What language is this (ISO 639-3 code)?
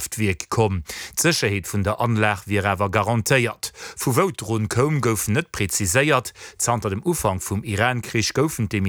ltz